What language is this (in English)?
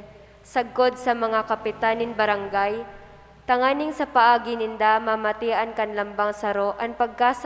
Bikol